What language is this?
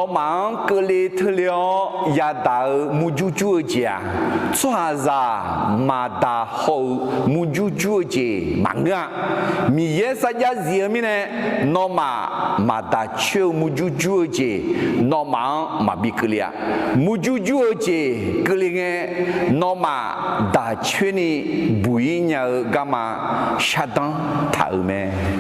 Akha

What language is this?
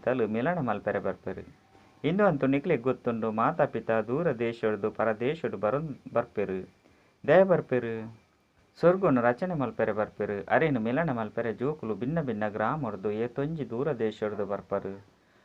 Tulu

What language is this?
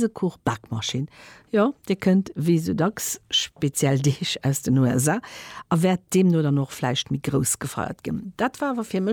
Luxembourgish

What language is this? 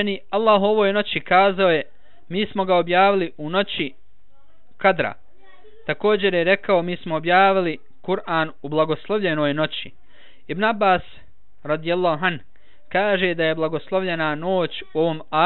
Bosnian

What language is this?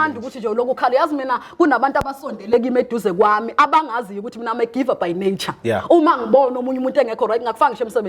Zulu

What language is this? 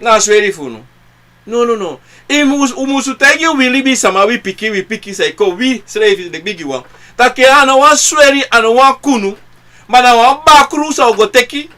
Sranan Tongo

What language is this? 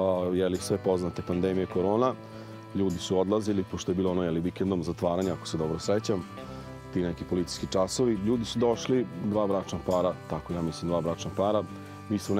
Serbian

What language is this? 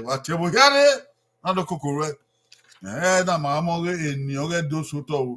Bini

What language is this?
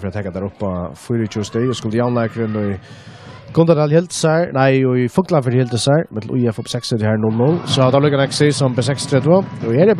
Faroese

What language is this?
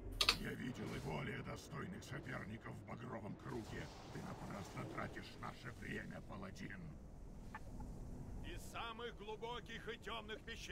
Russian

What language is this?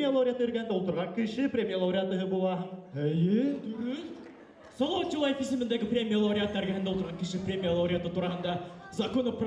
Bashkir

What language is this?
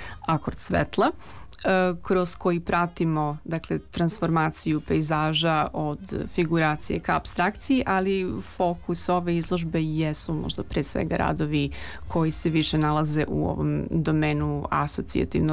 Serbian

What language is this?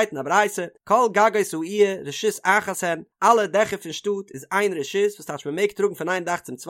Yiddish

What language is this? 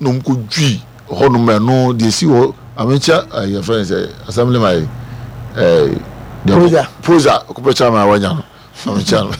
Akan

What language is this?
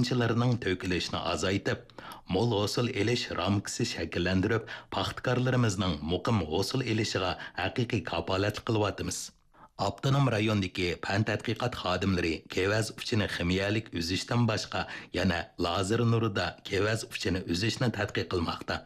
Uyghur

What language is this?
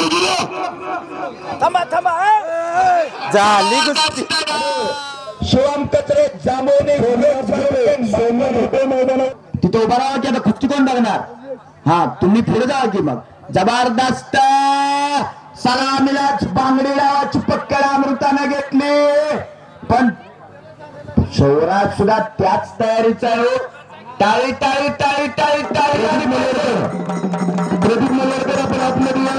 Marathi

